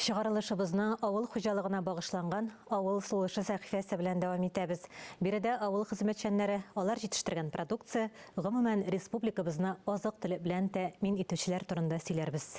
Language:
Tatar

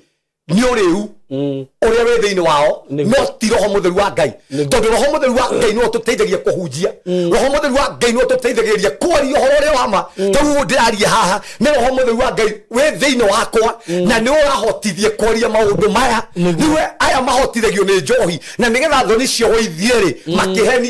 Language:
Kikuyu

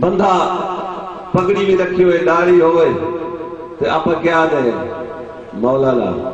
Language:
Saraiki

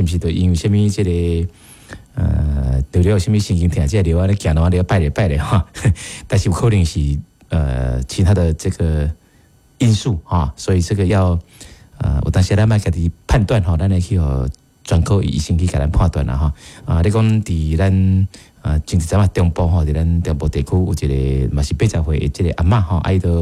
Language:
Min Nan Chinese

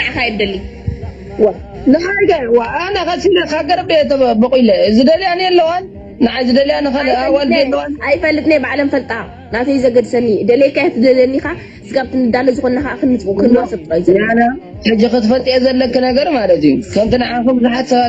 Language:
Tigrinya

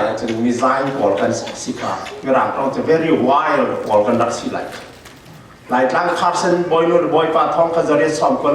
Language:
Falam Chin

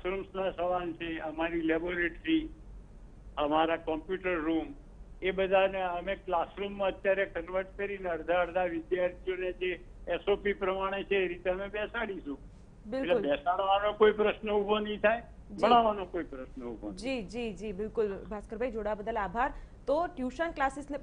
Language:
Gujarati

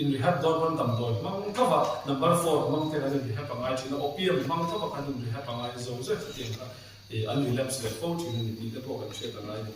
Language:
Mizo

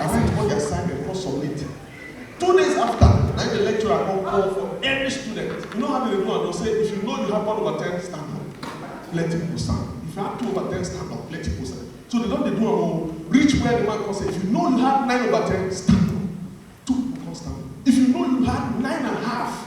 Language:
Nigerian Pidgin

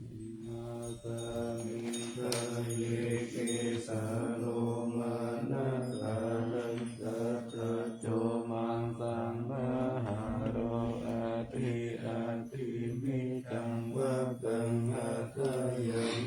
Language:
Pali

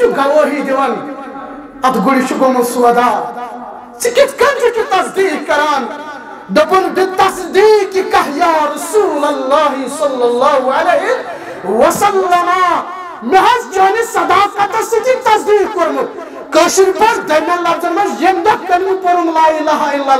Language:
Kashmiri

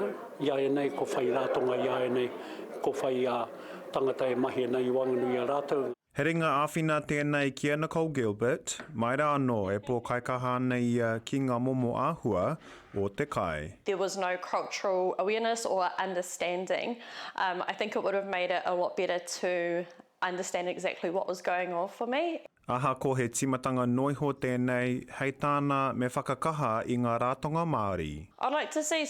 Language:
Māori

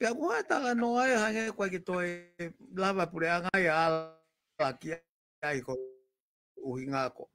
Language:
Tongan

